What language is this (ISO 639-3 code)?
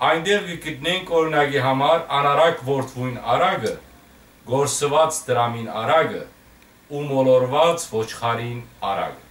hyw